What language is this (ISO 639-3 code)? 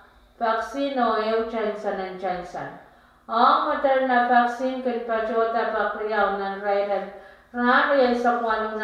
pon